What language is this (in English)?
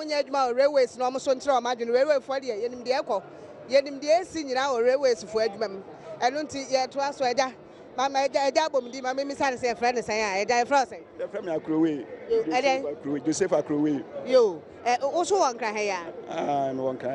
Akan